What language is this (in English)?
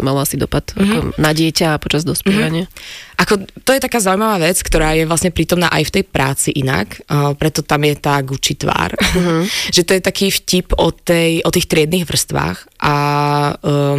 Slovak